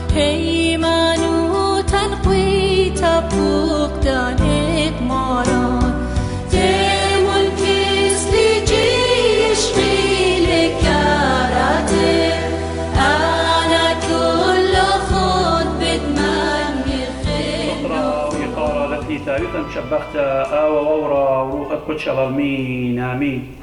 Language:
Assyrian Neo-Aramaic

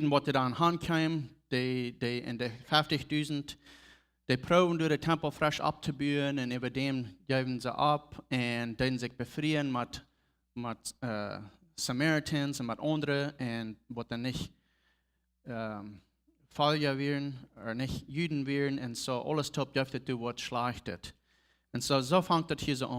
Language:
Plautdietsch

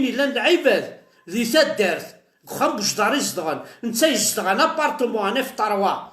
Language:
Kabyle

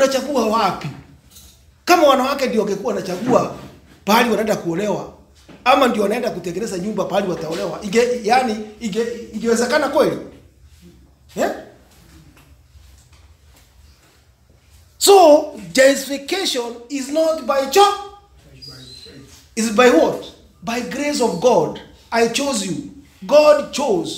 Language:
Swahili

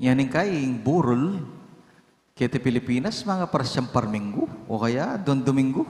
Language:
Pampanga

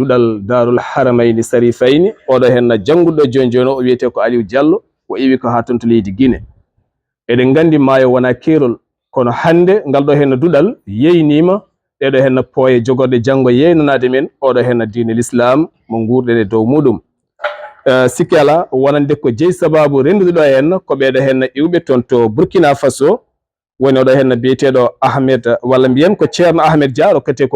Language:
Fula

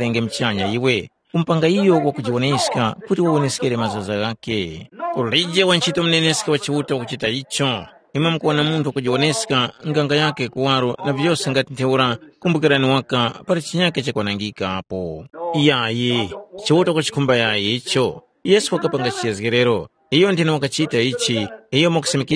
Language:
Tumbuka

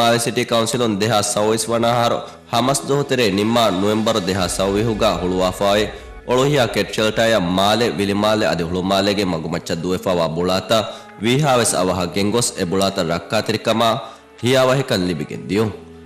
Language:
Divehi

